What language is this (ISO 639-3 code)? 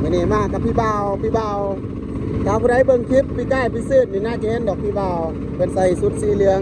lao